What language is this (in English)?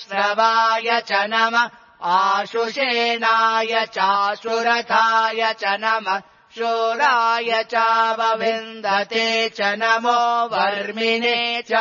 Sanskrit